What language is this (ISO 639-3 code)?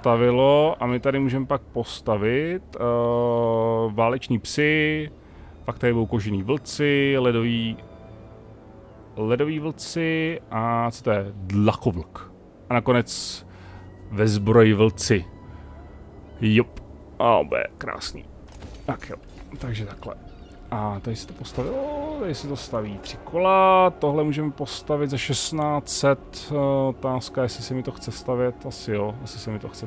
ces